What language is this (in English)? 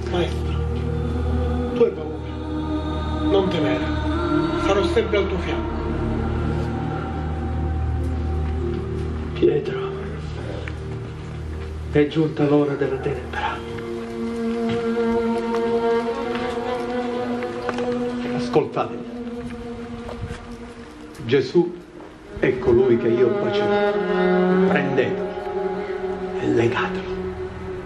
Italian